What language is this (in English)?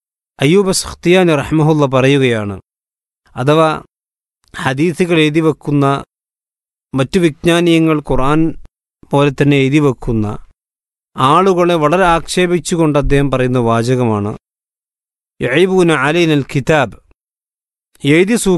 Malayalam